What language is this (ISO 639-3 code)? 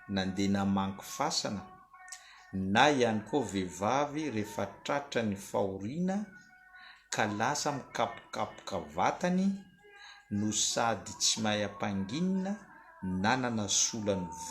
mlg